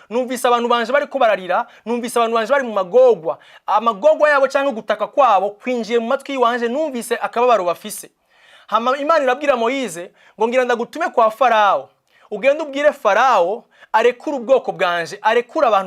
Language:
Rundi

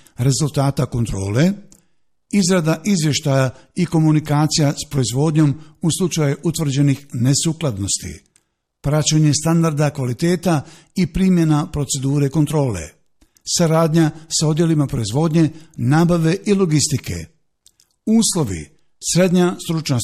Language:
Bosnian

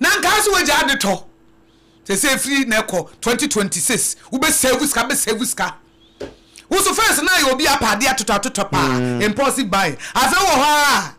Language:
Akan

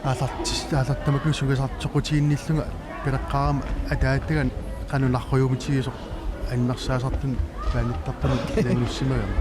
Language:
Kalaallisut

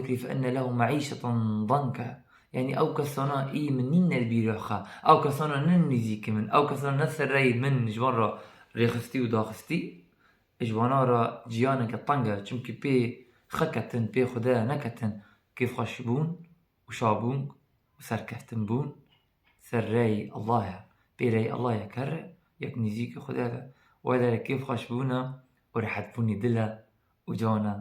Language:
Kurdish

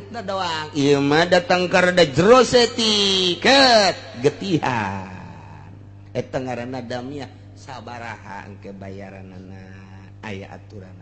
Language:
Sundanese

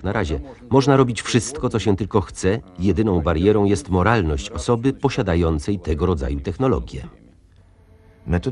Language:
Polish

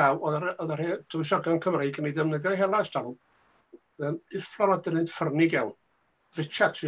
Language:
Welsh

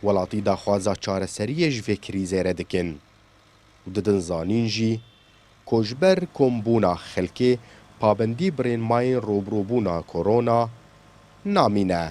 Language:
Kurdish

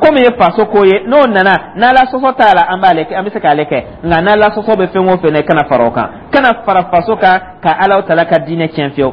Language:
Dyula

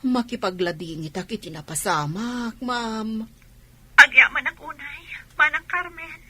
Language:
Iloko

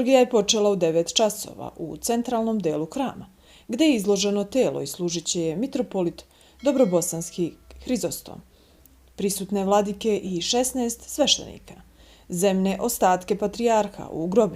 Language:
Bosnian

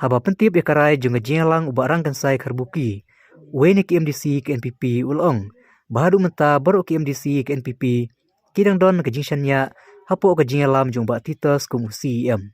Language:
Khasi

